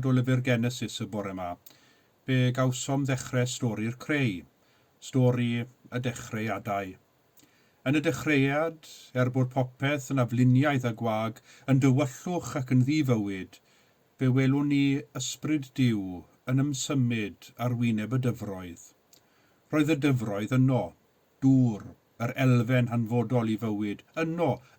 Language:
Welsh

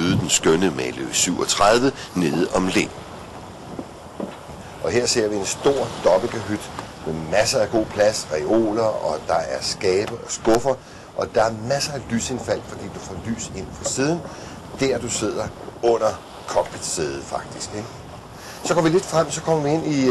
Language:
Danish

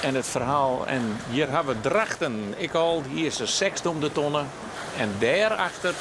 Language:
Western Frisian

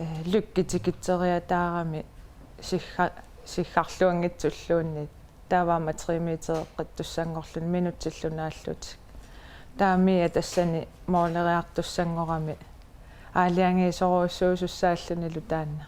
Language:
Kalaallisut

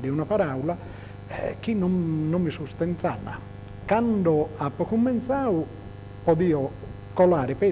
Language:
Sardinian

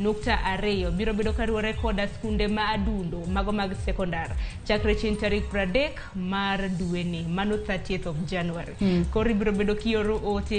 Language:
Luo (Kenya and Tanzania)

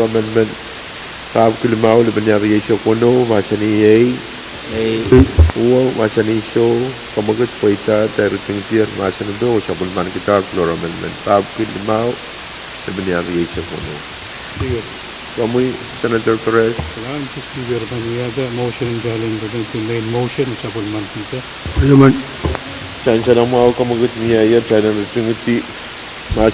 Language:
Pohnpeian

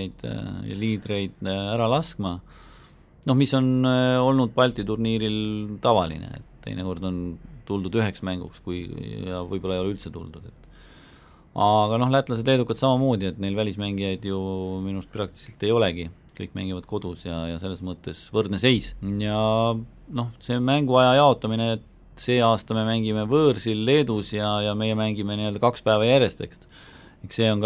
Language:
Estonian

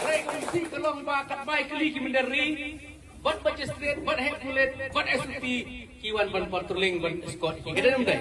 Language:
Khasi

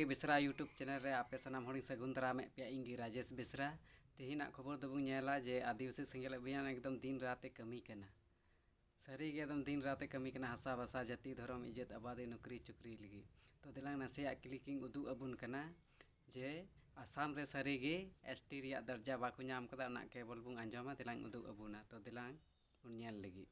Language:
Santali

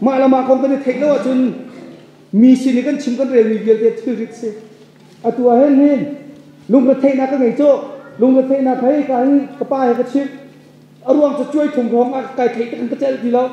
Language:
Hakha Chin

